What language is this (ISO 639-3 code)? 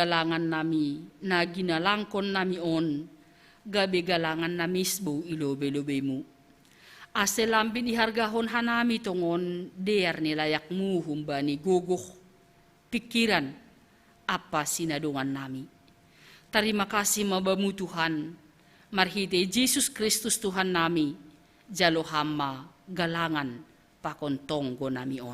bts